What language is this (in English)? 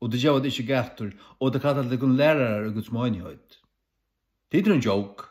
Faroese